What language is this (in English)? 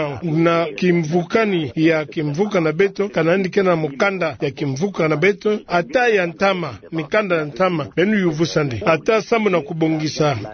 Kituba (Democratic Republic of Congo)